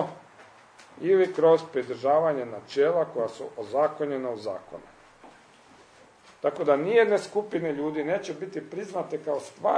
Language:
Croatian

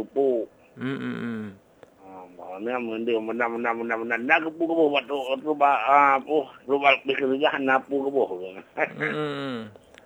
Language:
Malay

